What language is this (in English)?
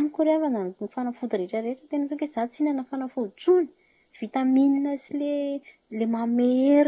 Malagasy